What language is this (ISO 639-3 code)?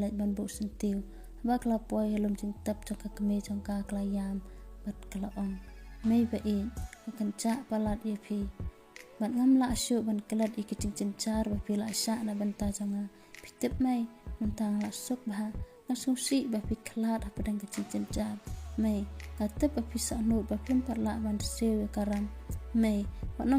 kha